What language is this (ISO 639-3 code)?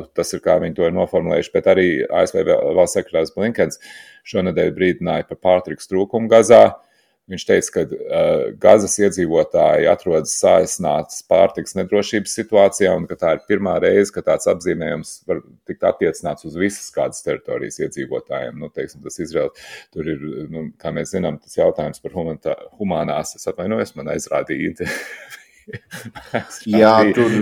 lav